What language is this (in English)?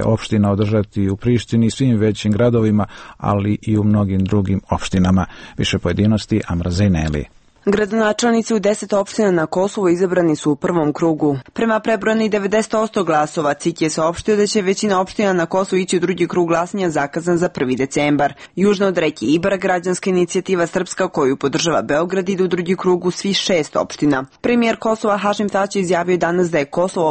Serbian